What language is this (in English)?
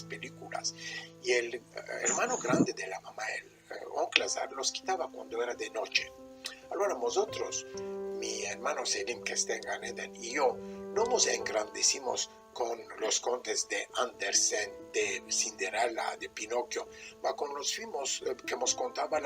Ladino